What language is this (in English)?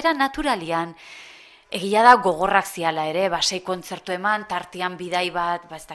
Basque